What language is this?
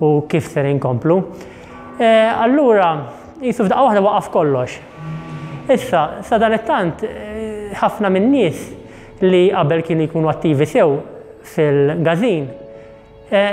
Maltese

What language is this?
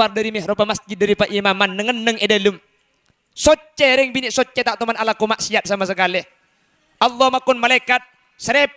Madurese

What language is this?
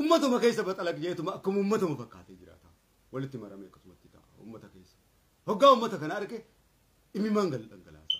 Oromo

